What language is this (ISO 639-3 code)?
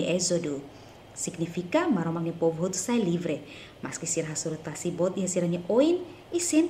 tet